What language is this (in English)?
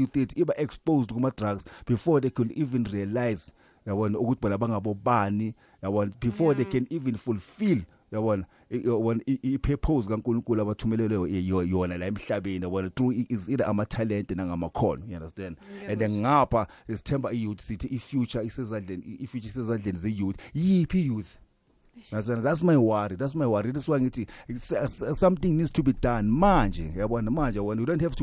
South Ndebele